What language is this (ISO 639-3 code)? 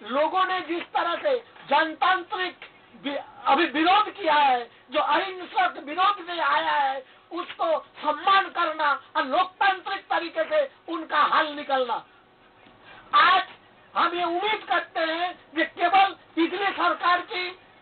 hin